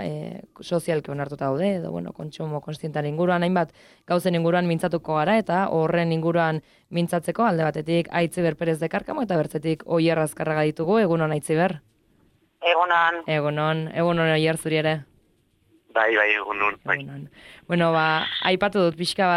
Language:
Basque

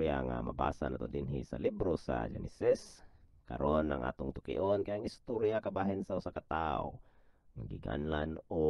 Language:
Cebuano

